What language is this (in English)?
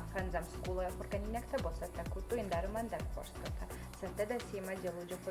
Ossetic